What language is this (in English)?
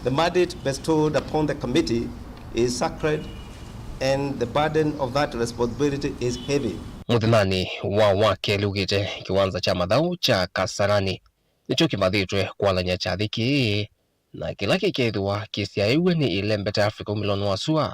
Kamba